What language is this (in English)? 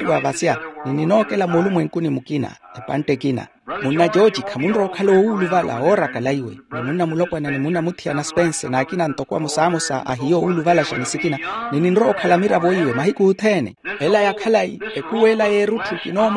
Makhuwa